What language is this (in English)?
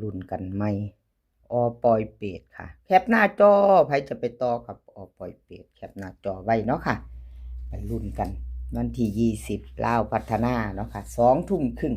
Northeastern Thai